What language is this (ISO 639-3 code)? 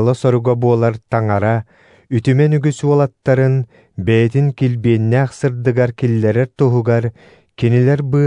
sah